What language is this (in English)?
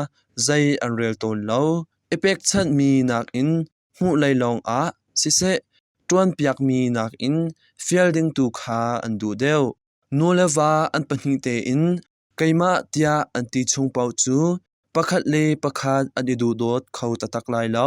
Hakha Chin